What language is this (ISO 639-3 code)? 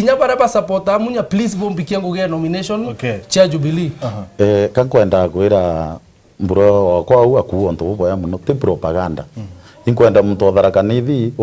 mer